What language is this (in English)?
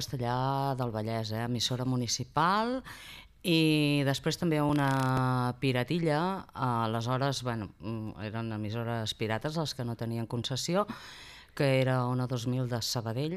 Catalan